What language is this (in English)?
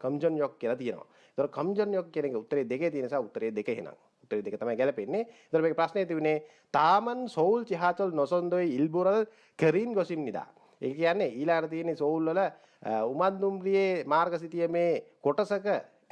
Sinhala